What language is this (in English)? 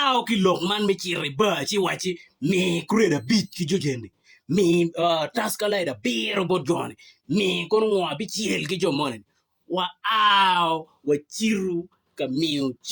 Acoli